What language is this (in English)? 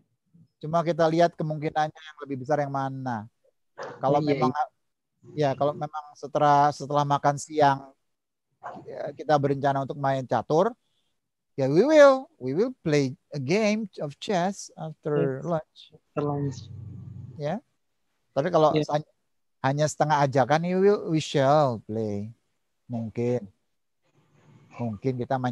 Indonesian